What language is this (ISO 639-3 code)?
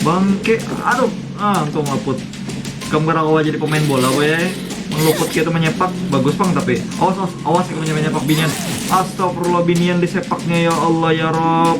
bjn